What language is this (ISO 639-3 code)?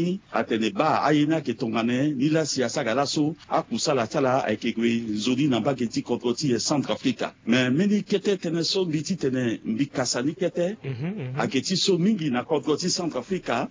sag